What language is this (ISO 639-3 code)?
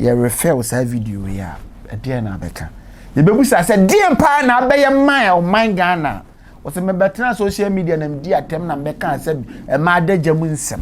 aka